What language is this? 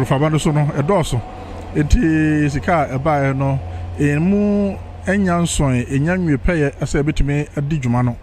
Akan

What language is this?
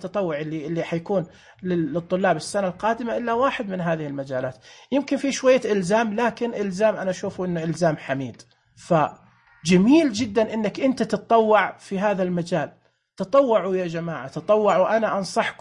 Najdi Arabic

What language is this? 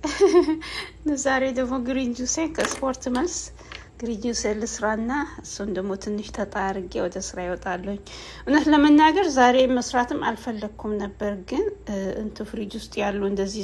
Amharic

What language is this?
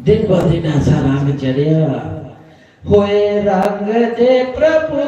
Dogri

